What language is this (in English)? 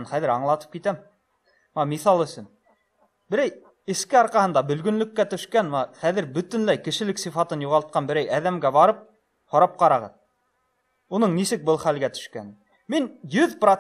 Bashkir